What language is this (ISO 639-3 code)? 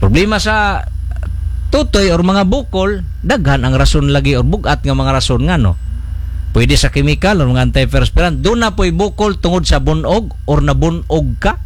ceb